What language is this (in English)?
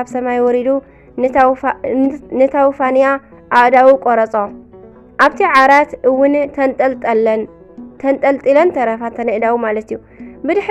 Tigrinya